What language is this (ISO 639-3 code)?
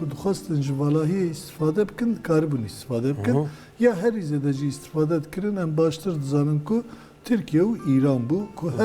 kur